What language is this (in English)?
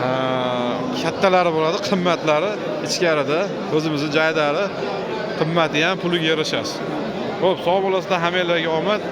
Uzbek